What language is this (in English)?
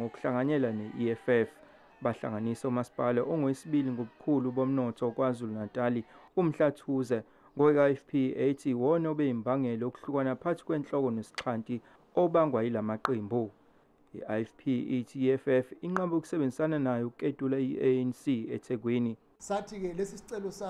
Zulu